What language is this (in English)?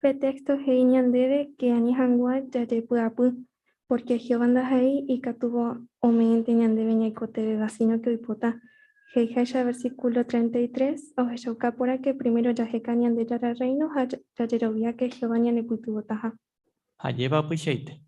Guarani